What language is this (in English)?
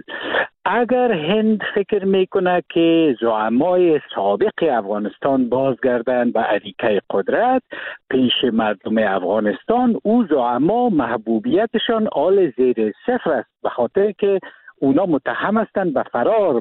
Persian